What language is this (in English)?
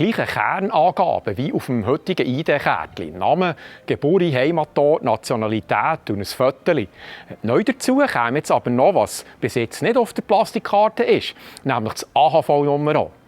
Swiss German